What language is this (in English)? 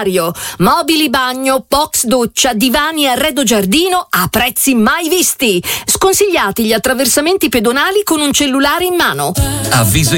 Italian